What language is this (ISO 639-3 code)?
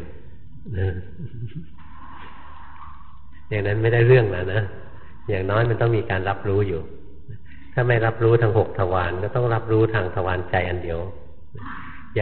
tha